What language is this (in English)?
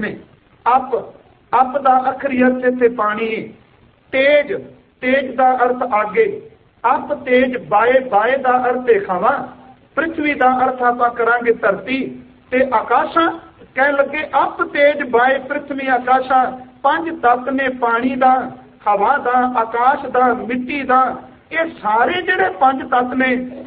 Punjabi